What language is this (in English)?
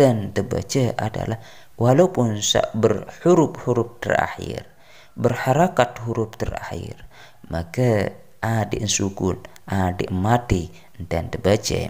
Sasak